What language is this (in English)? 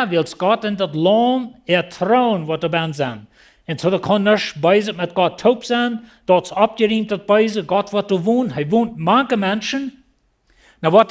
Plautdietsch